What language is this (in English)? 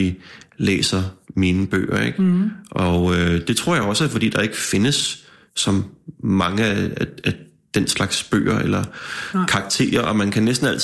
Danish